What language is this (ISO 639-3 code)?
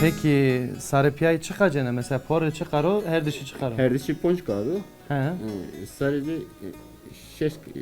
zza